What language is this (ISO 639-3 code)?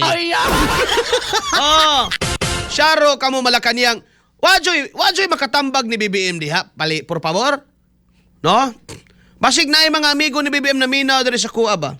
ceb